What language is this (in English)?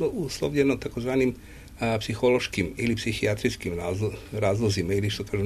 Serbian